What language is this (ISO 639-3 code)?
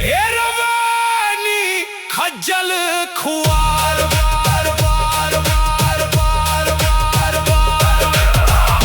doi